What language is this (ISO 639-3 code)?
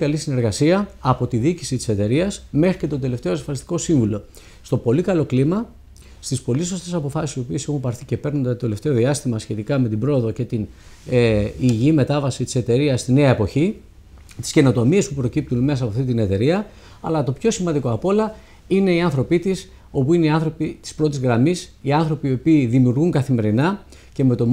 ell